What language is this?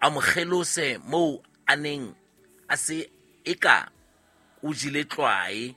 Southern Sotho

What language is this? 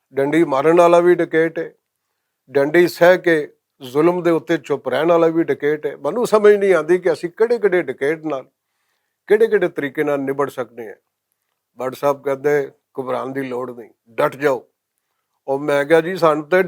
Western Panjabi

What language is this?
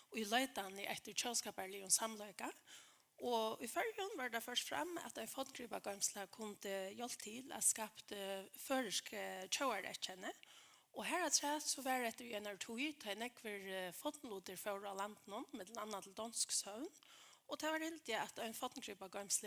Faroese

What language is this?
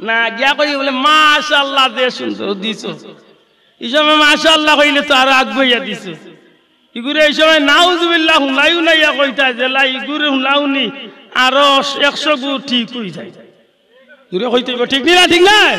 Sylheti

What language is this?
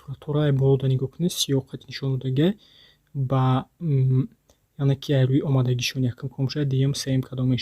Tajik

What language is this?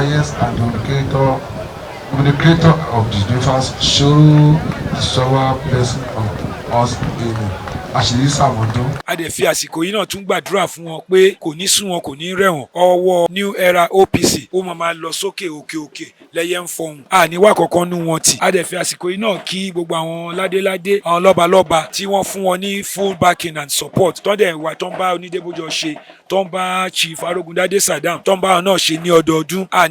Yoruba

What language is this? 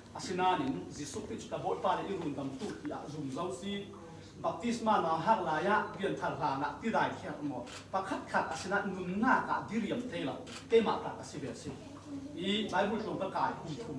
Falam Chin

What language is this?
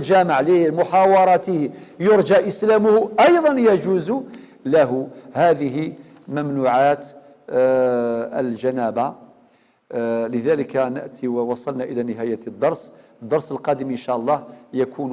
Algerian Arabic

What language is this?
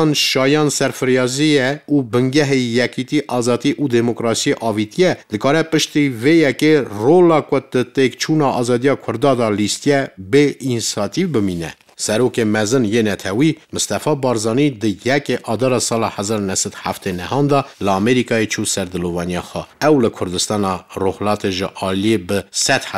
Kurdish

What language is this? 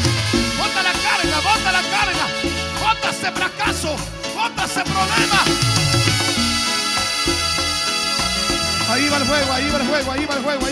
Spanish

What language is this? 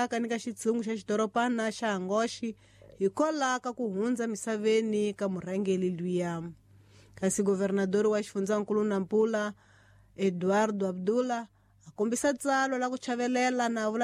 Tsonga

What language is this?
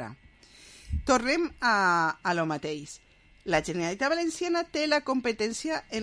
Catalan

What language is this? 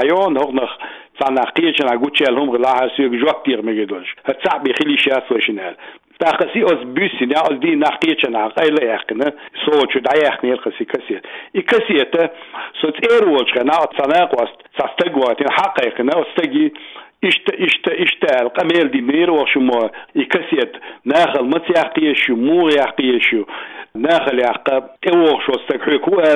Chechen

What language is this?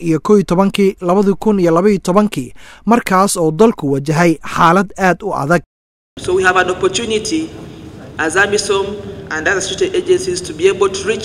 Somali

